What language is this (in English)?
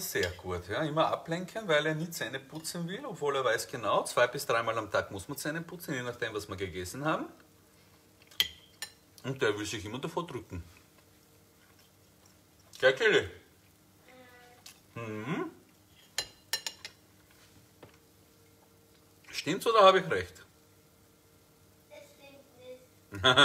German